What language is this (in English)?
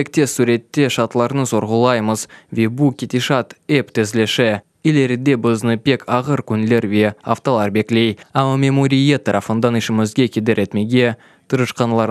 Crimean Tatar